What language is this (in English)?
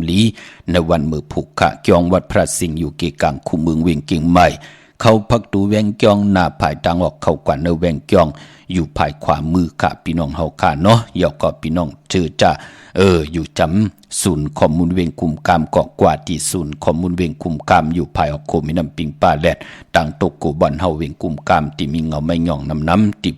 Shan